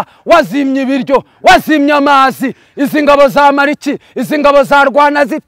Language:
Kinyarwanda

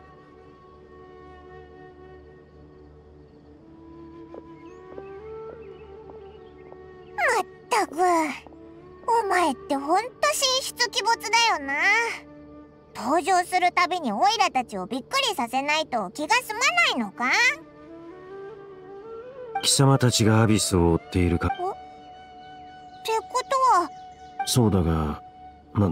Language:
Japanese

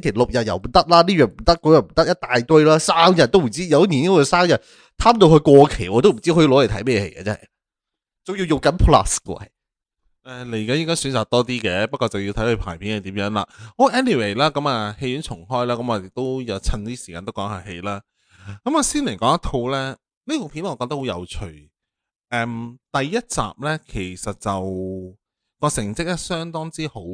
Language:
Cantonese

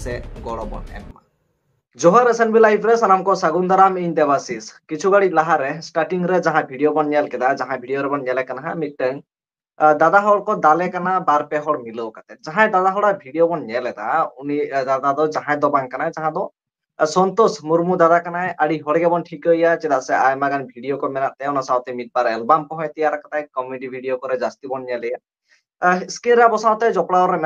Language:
Santali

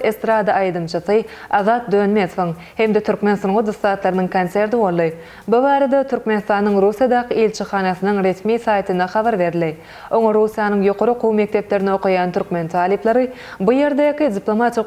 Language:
Turkmen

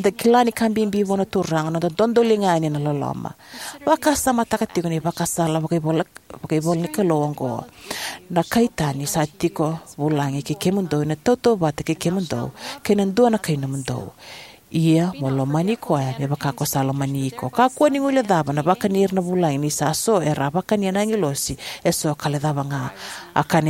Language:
Fijian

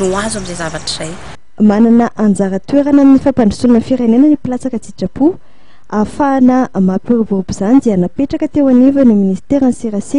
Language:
Malagasy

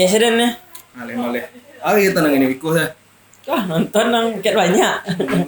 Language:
Minangkabau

